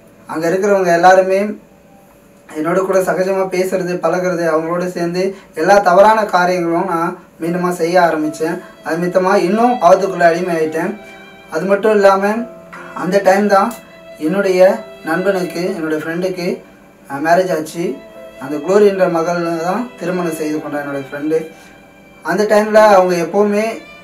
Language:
Tamil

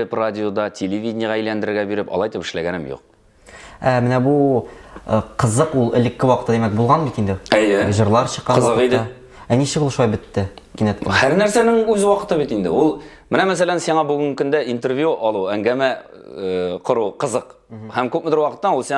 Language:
Tatar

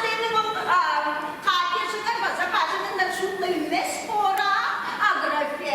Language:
Tuvinian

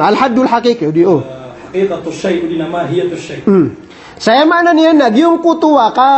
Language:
Maranao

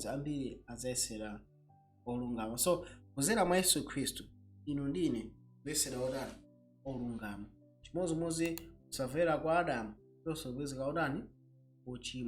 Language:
Nyanja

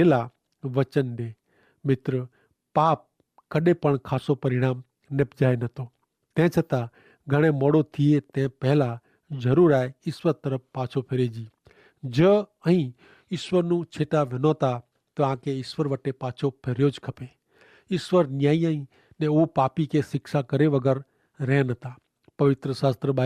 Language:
Kachhi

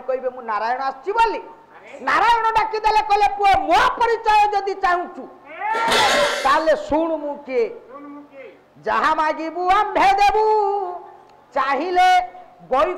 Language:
Odia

